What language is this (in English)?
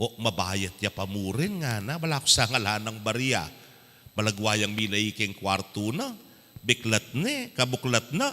Pampanga